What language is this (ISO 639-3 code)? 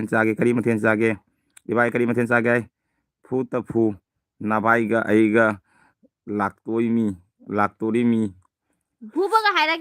mni